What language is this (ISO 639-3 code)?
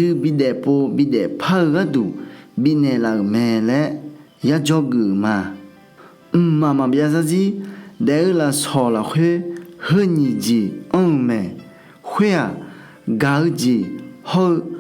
ahk